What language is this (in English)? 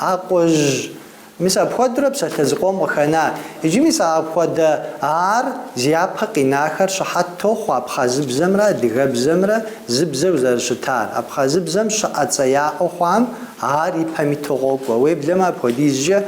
Kabardian